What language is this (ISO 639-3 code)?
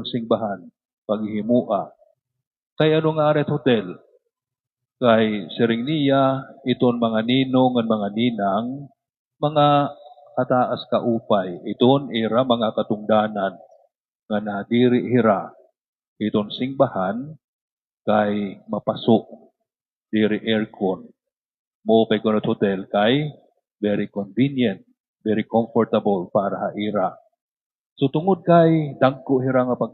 war